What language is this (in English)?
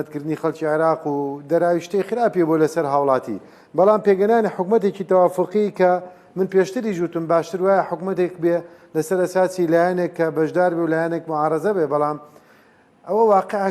Central Kurdish